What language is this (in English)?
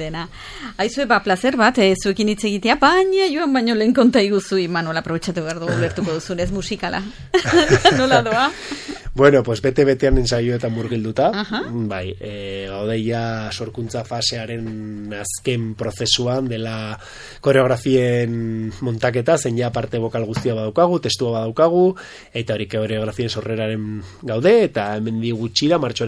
Basque